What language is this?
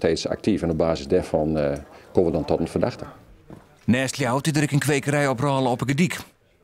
Western Frisian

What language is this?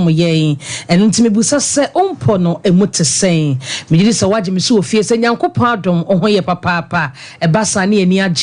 Akan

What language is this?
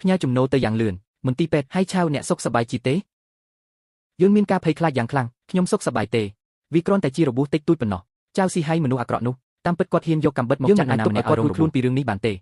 Khmer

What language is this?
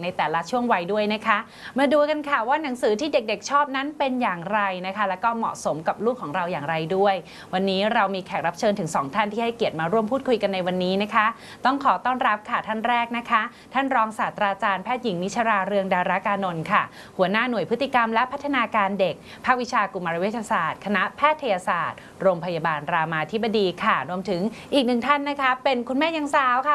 Thai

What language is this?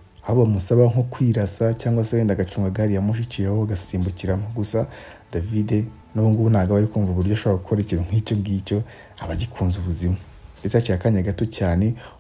Kinyarwanda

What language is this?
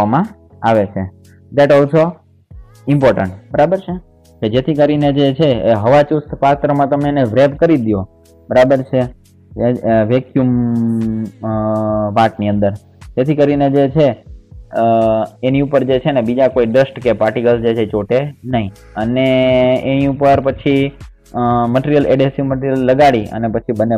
Gujarati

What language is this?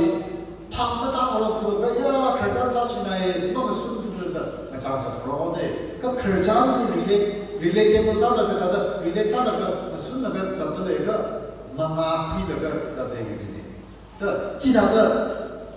Tangkhul Naga (India)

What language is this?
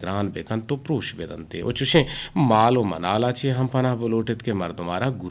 Eastern Balochi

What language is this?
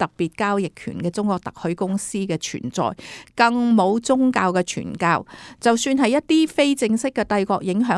Cantonese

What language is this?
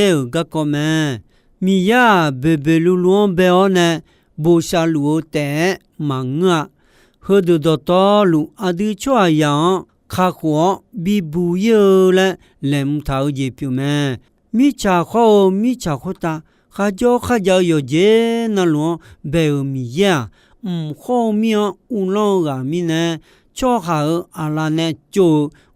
Akha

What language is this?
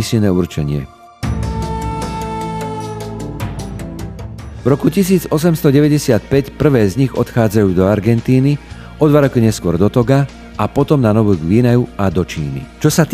Slovak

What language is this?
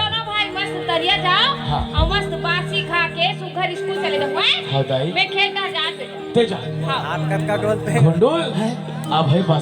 Chhattisgarhi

